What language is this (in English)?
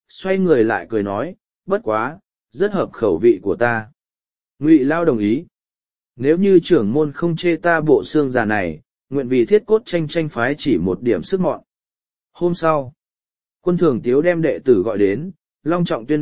Vietnamese